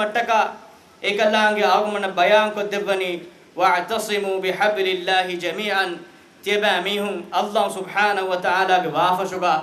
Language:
Divehi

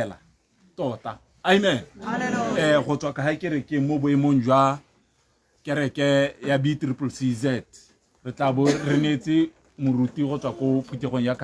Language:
Tswana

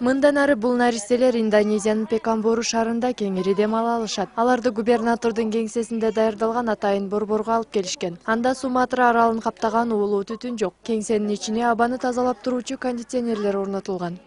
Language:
Kyrgyz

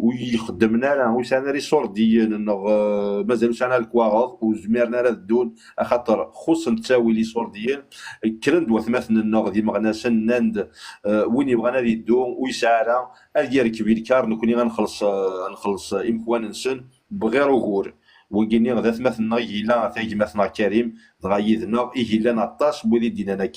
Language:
Kabyle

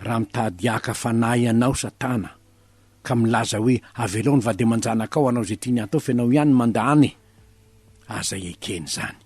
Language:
Malagasy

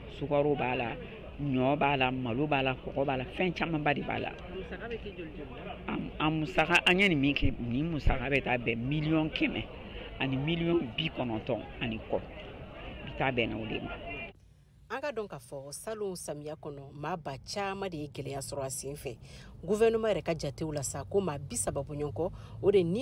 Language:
Bambara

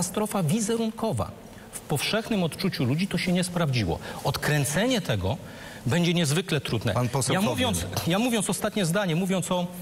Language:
Polish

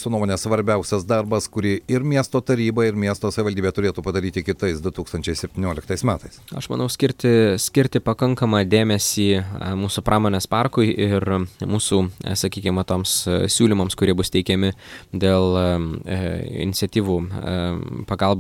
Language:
Lithuanian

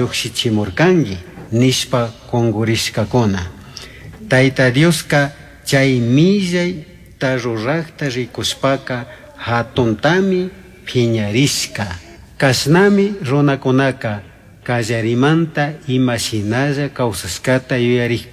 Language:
Chimborazo Highland Quichua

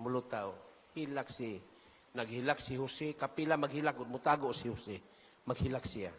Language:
Cebuano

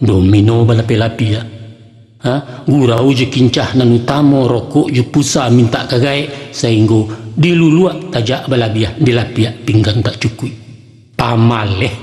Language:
Minangkabau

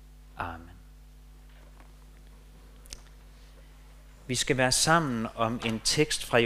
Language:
Danish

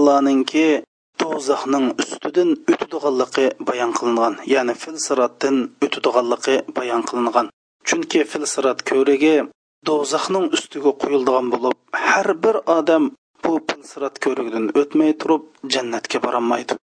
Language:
Uyghur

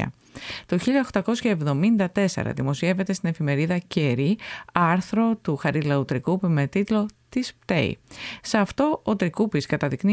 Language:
Greek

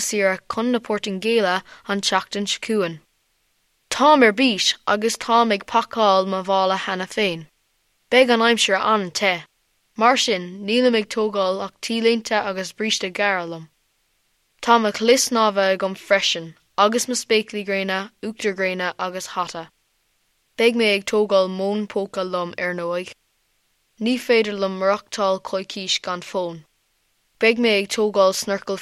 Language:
Irish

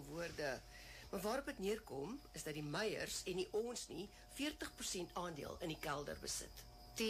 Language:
Afrikaans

